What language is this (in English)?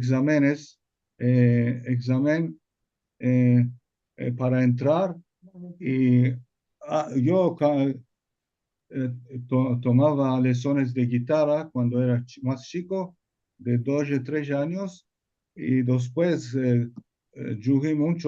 Ladino